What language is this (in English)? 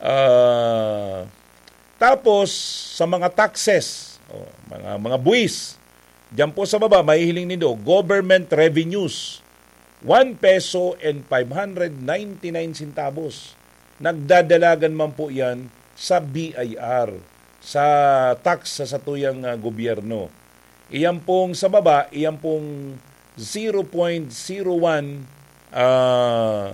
Bikol